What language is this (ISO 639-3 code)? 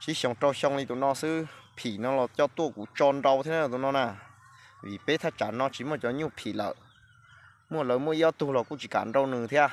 hmn